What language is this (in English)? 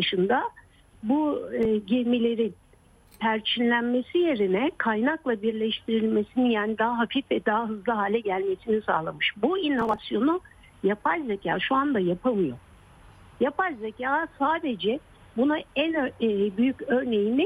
Turkish